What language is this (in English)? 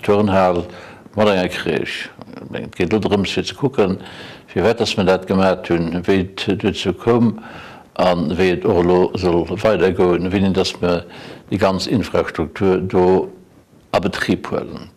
Luxembourgish